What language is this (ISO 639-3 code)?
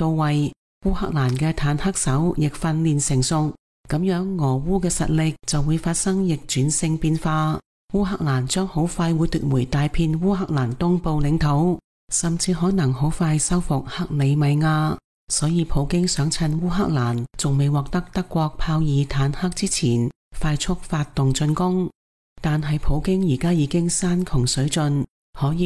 yue